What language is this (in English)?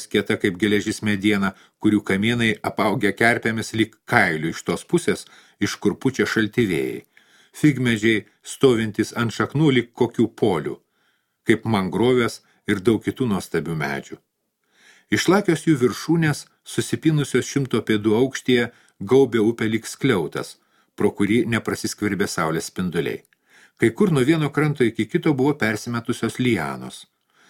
Lithuanian